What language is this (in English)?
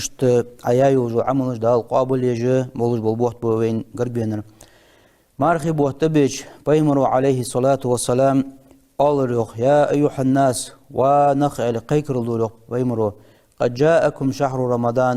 Ingush